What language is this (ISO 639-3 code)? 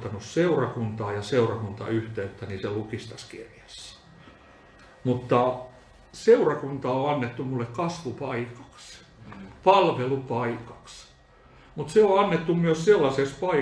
fin